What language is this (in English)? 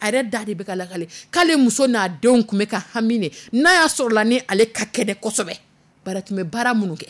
Dyula